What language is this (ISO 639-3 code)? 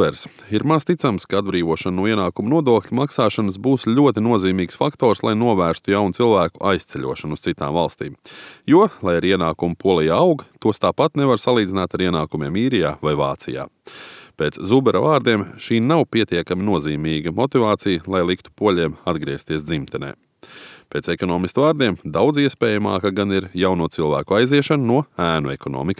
lav